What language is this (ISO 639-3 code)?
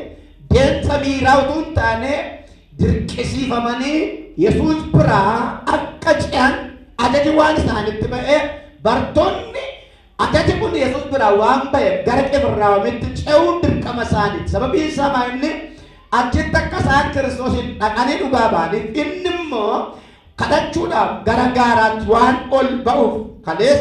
orm